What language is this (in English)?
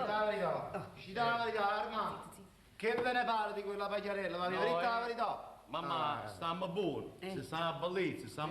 Neapolitan